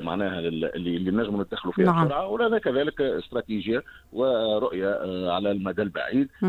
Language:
Tunisian Arabic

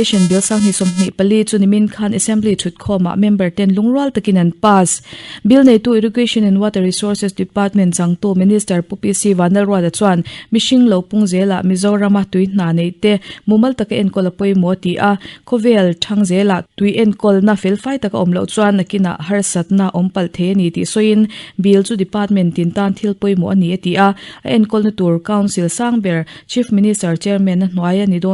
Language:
Mizo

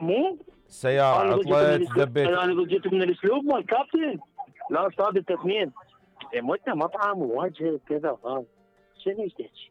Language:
Mesopotamian Arabic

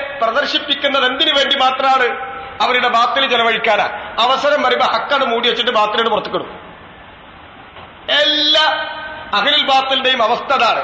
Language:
Malayalam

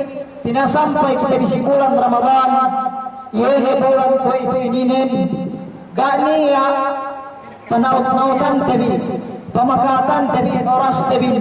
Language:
Yakan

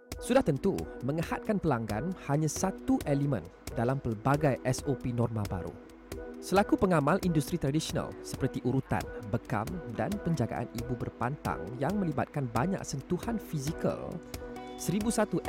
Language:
Malay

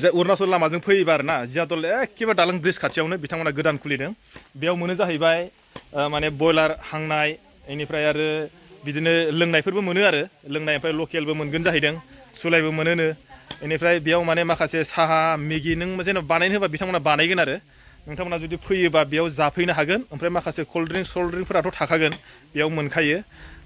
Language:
Bodo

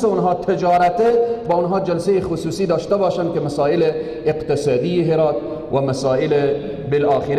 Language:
Persian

